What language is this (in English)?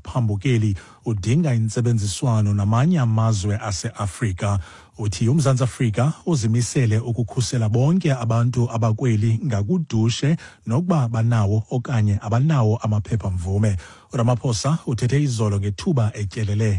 Xhosa